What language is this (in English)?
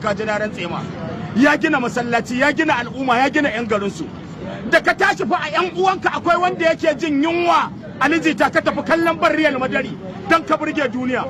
Hausa